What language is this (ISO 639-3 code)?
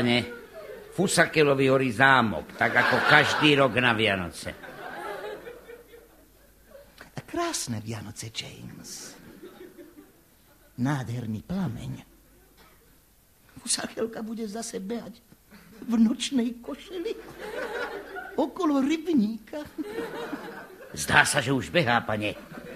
slk